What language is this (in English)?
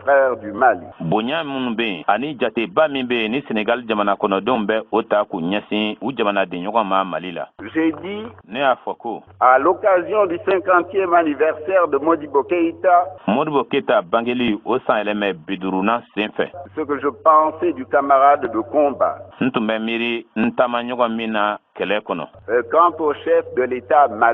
Bambara